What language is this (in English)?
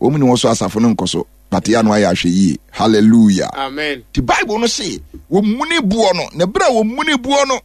Akan